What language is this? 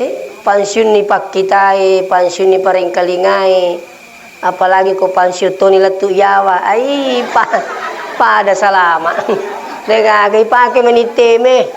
Buginese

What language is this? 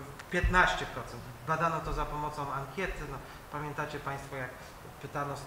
Polish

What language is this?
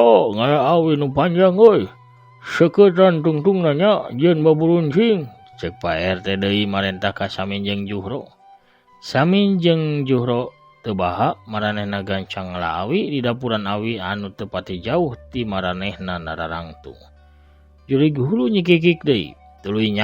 Sundanese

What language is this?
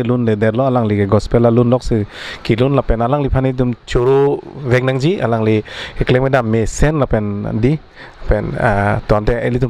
Karbi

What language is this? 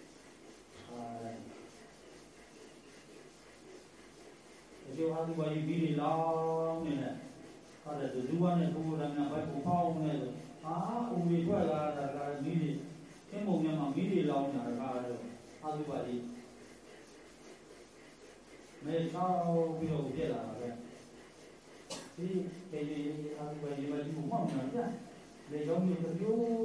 Burmese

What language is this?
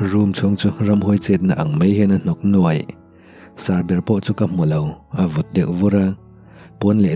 Mizo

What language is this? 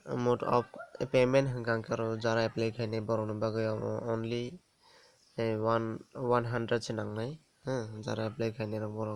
Kok Borok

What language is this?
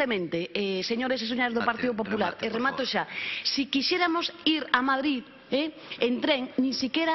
Galician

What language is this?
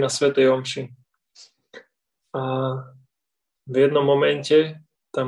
Slovak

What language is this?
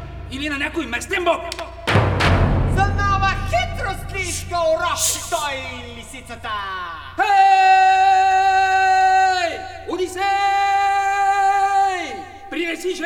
Bulgarian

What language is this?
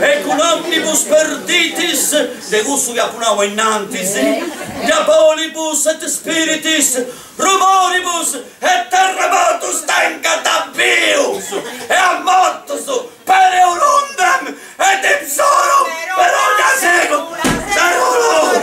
Sardinian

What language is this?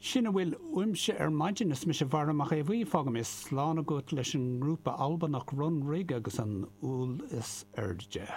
Irish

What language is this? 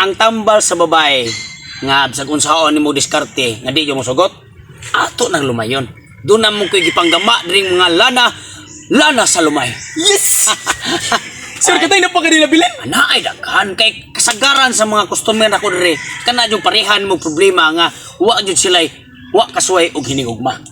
Cebuano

